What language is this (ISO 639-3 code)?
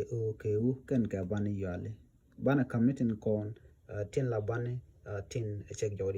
nus